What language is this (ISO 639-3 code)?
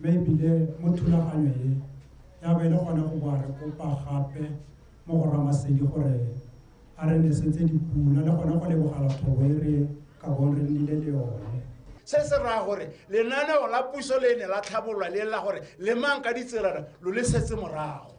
tsn